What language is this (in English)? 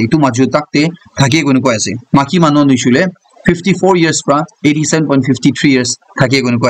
Naga Pidgin